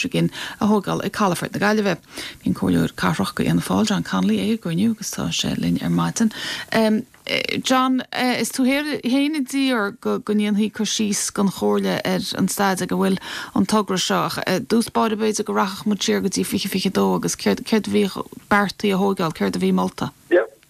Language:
Irish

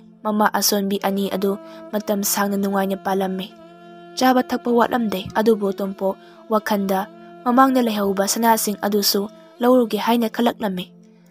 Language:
Manipuri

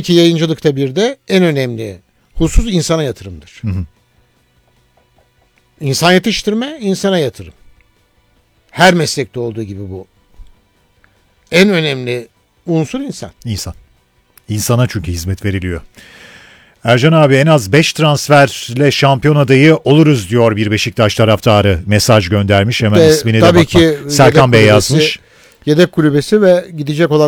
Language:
Turkish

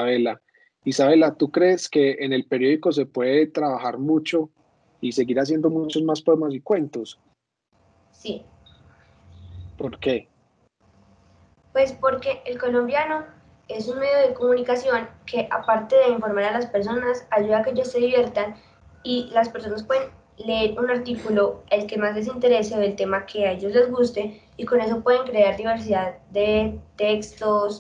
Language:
Spanish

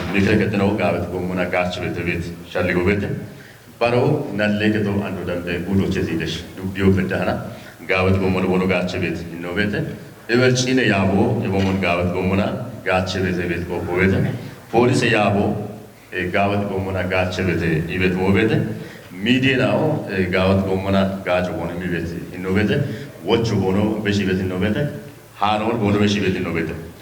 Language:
Kafa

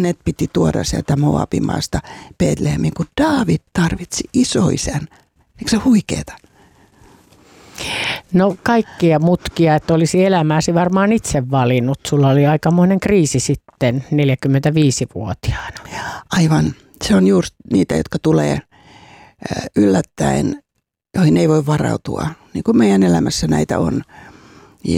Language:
Finnish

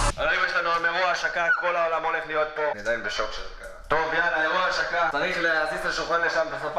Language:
Hebrew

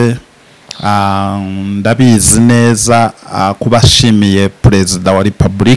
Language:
Kinyarwanda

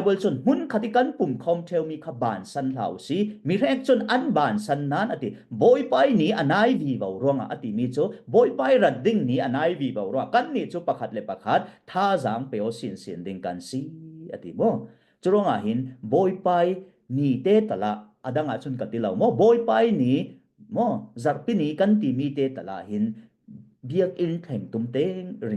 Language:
Falam Chin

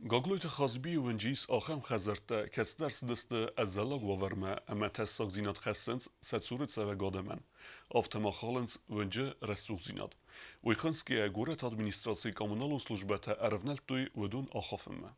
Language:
Ossetic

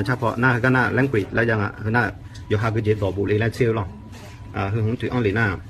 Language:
Akha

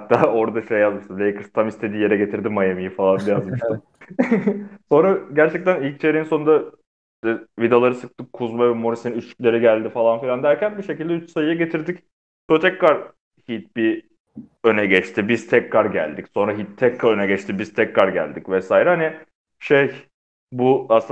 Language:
Turkish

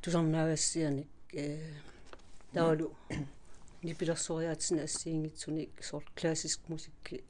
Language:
Kalaallisut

